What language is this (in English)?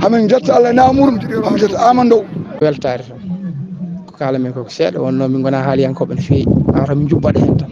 Fula